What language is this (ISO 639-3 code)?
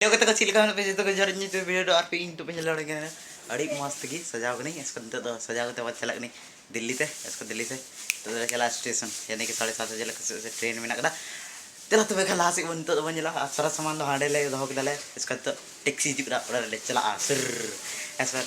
sat